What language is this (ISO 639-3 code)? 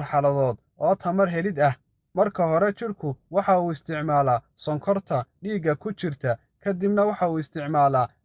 som